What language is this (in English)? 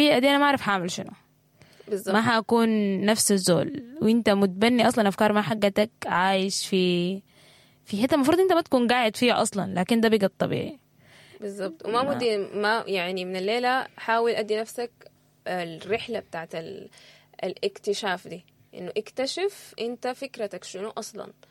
Sudanese Arabic